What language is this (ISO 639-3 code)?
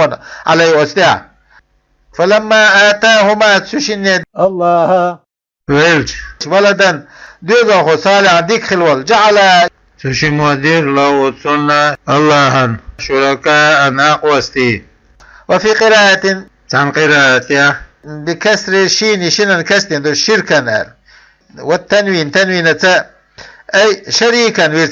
che